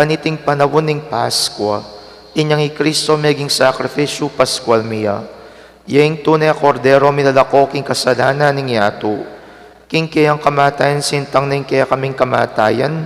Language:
Pampanga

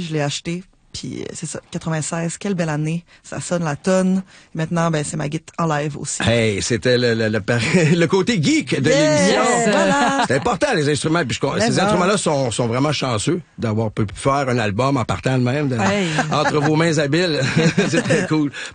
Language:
French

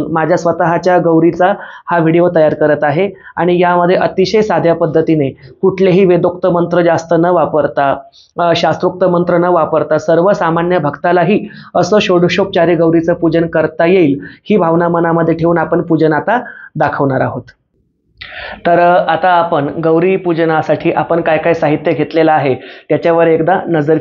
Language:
Marathi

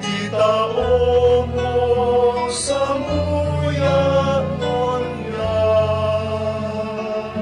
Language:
Bikol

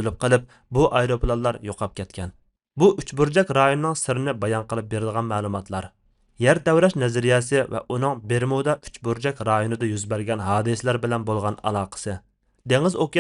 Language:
Uyghur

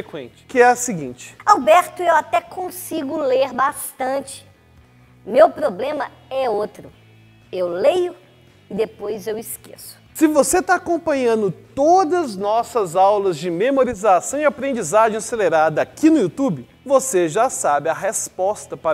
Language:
Portuguese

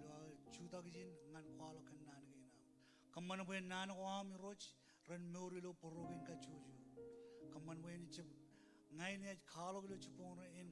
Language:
Marshallese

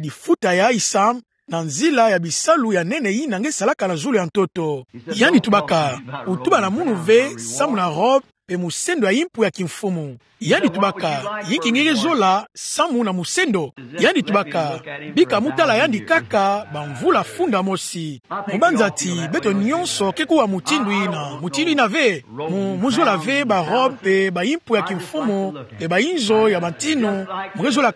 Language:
Kituba (Democratic Republic of Congo)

